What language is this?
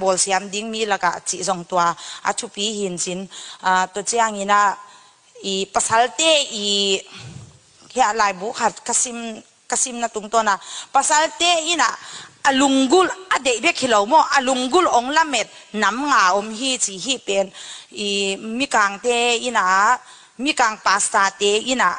Tedim Chin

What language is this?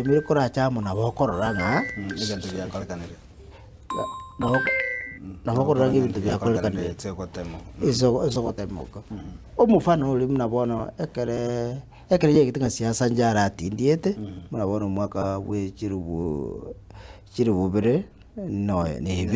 Gusii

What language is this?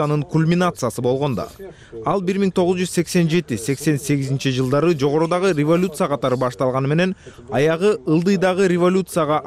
Kyrgyz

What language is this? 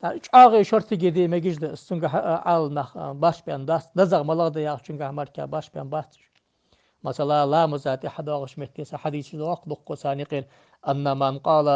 Ingush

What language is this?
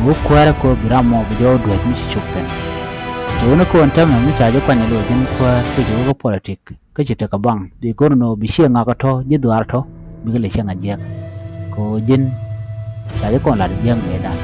Nuer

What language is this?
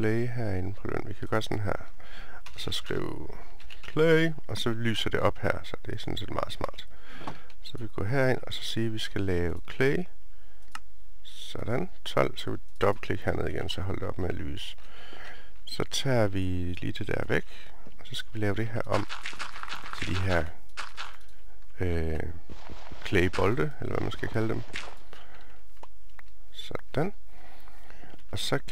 Danish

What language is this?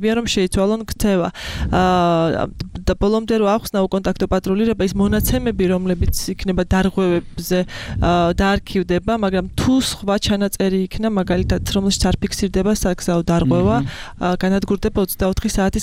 Georgian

